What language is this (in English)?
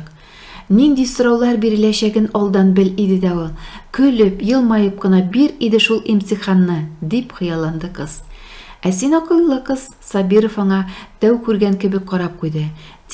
Tatar